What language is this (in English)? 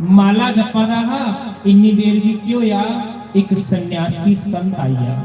Dogri